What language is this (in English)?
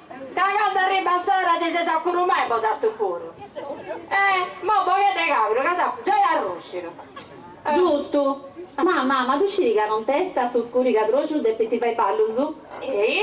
Sardinian